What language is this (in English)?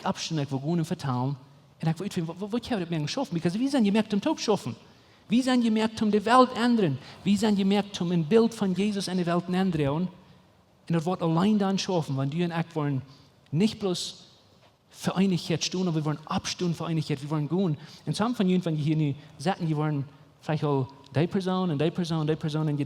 Plautdietsch